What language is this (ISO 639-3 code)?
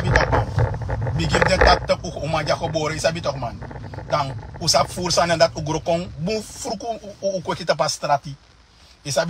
srn